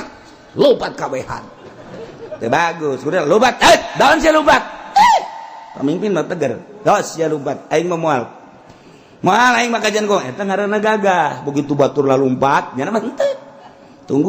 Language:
Sundanese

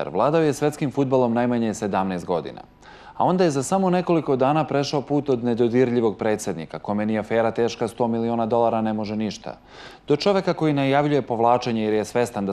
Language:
Serbian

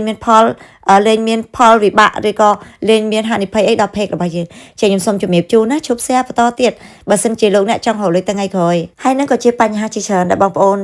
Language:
Khmer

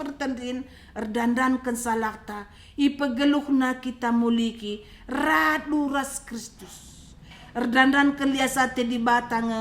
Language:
Batak Karo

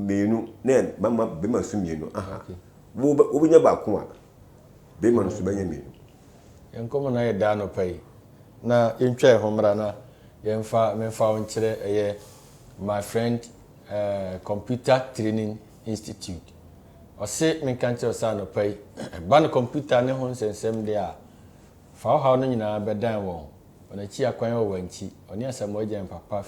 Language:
Akan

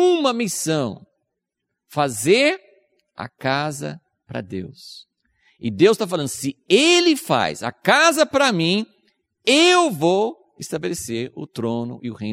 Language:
Portuguese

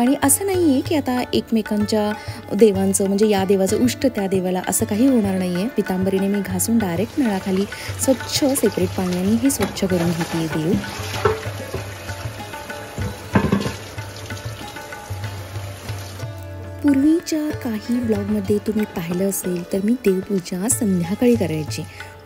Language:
Marathi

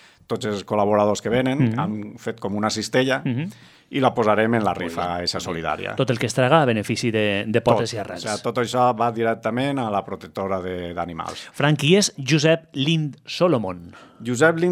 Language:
Catalan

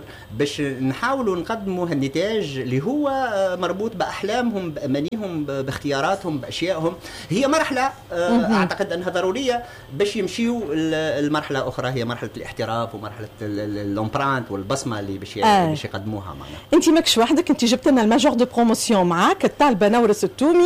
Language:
Tunisian Arabic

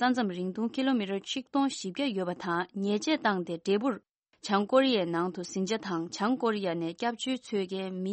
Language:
Tibetan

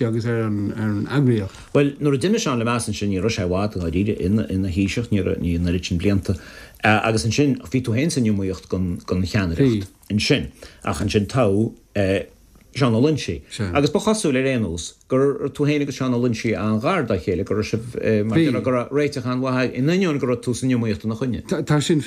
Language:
Irish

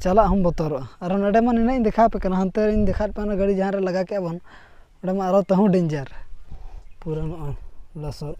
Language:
Santali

